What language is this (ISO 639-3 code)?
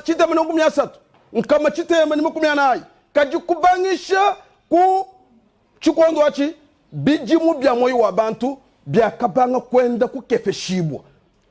lua